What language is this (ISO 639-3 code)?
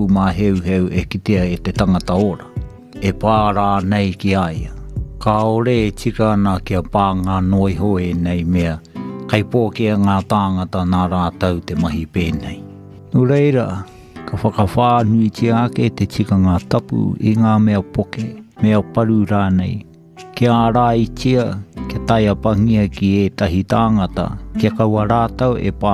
mri